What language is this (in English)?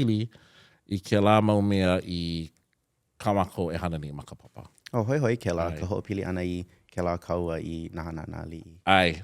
Hawaiian